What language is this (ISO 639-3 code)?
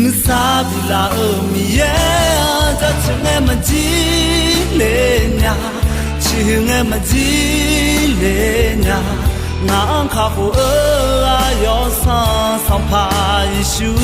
ahk